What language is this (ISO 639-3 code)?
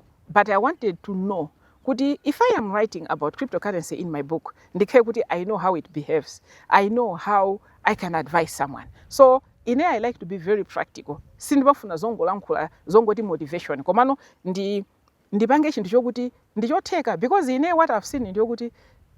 nya